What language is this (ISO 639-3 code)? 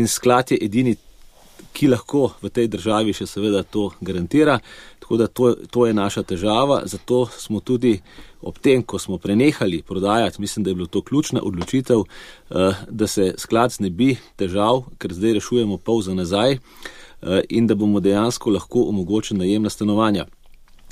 slv